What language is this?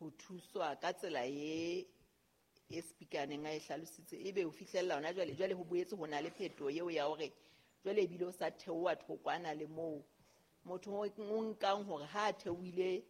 Southern Sotho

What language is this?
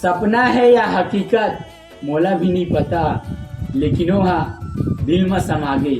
Chhattisgarhi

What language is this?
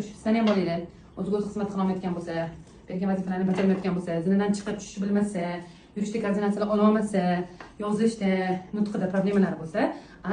Uzbek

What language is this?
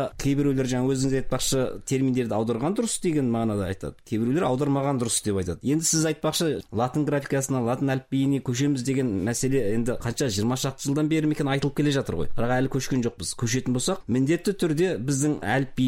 Kazakh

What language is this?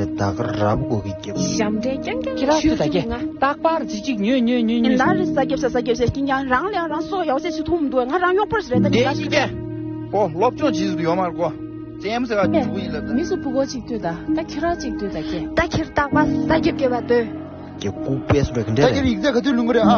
Tibetan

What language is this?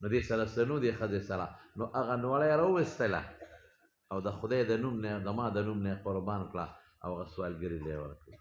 Pashto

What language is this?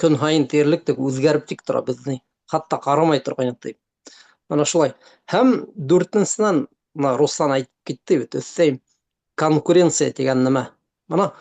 Bashkir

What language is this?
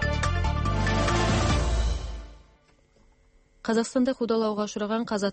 Kazakh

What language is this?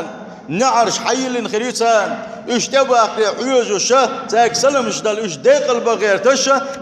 Chechen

